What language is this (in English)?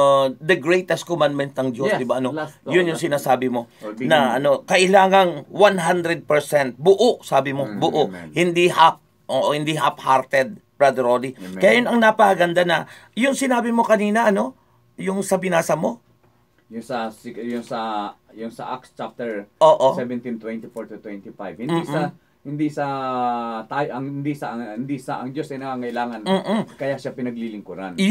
Filipino